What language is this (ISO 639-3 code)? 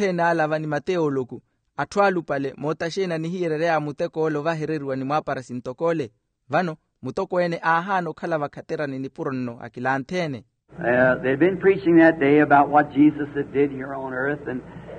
vmw